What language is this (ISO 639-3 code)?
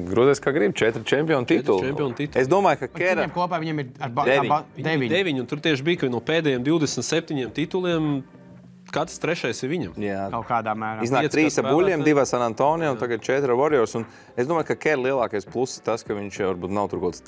lav